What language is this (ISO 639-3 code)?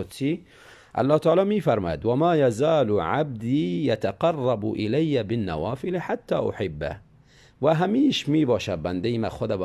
tgk